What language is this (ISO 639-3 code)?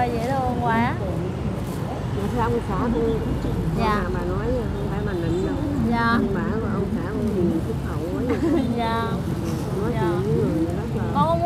vie